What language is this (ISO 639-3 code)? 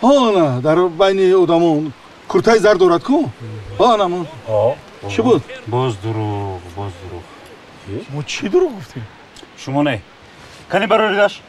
tgk